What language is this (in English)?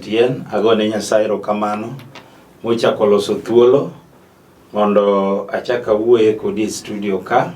Luo (Kenya and Tanzania)